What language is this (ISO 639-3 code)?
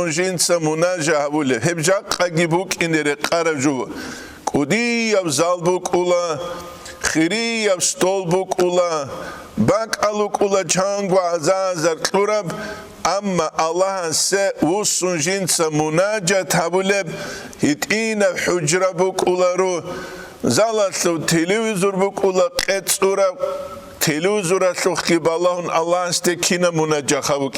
ava